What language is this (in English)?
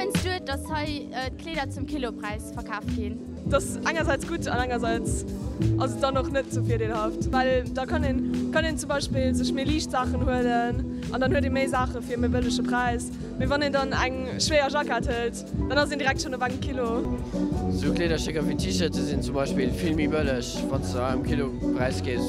Luxembourgish